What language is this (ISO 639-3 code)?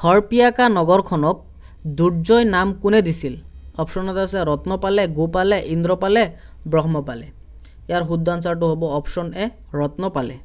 asm